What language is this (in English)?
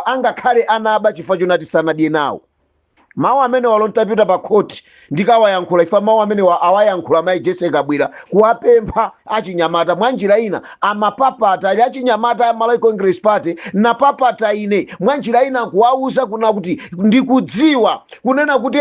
Nyanja